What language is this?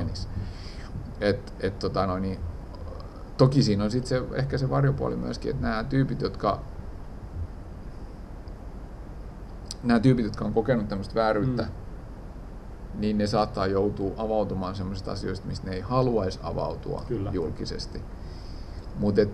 Finnish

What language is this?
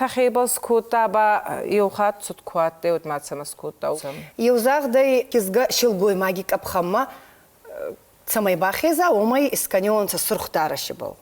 Ossetic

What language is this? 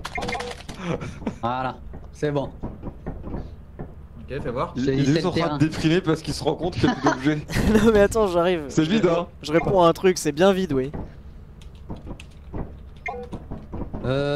French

